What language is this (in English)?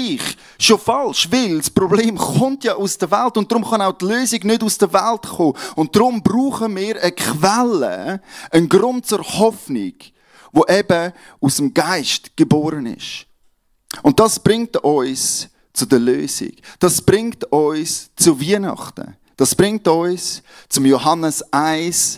Swiss German